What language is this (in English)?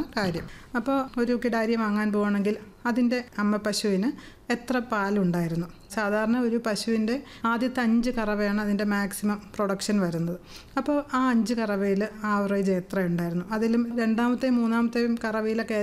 Malayalam